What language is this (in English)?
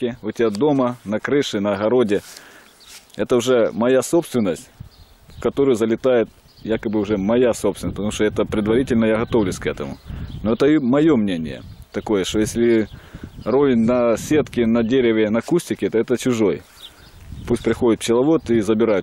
Russian